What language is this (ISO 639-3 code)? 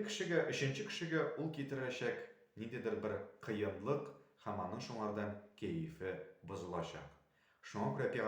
tat